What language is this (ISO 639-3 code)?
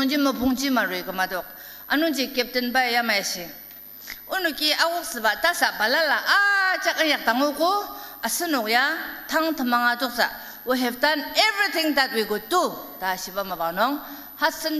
njo